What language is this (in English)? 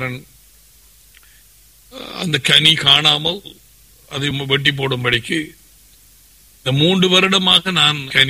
Tamil